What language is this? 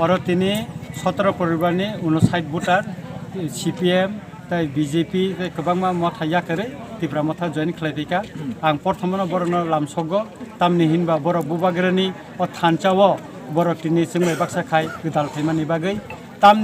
Kok Borok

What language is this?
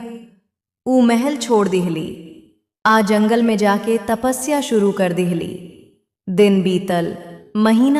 Bhojpuri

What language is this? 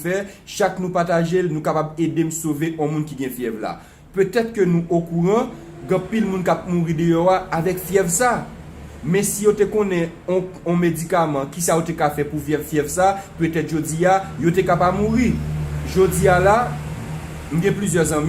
Haitian Creole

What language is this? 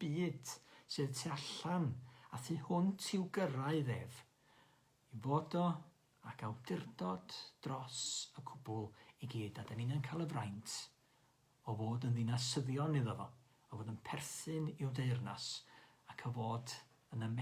Welsh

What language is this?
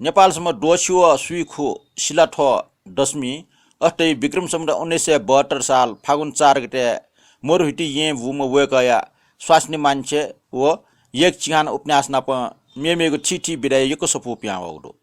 Newari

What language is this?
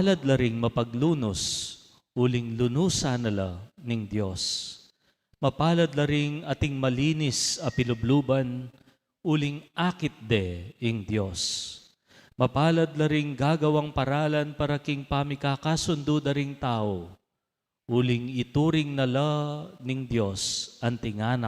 Pampanga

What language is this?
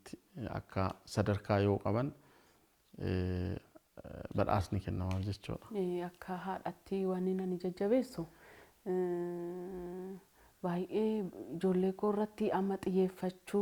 Oromo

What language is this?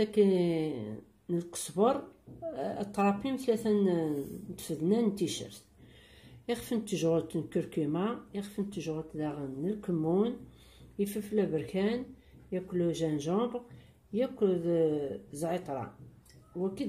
Kabyle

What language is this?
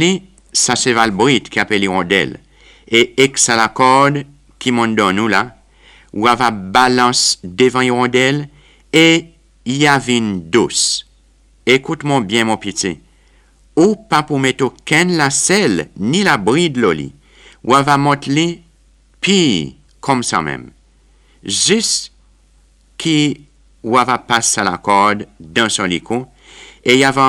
Seselwa Creole French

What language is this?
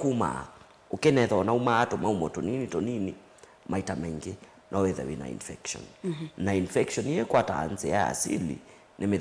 Kamba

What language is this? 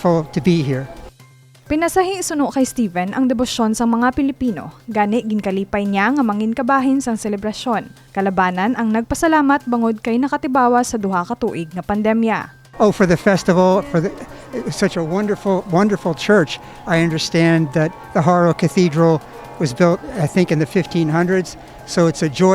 Hiligaynon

